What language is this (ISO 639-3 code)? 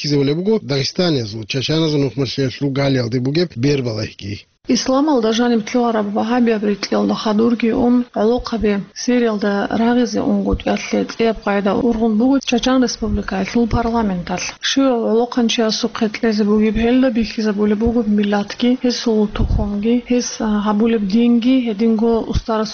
ava